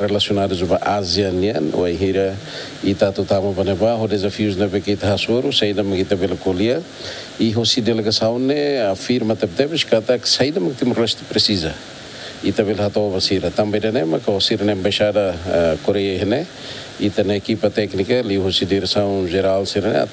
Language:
Tetum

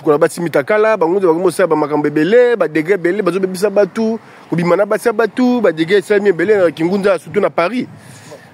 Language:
Lingala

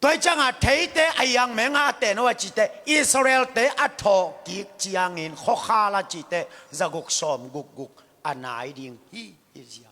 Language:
Tedim Chin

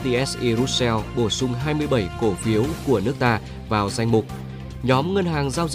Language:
Vietnamese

